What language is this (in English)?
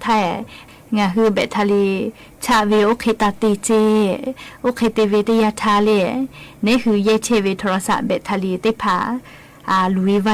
Lahu